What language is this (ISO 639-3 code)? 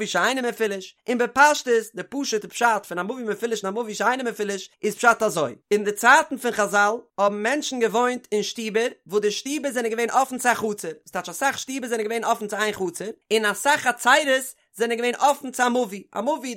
yid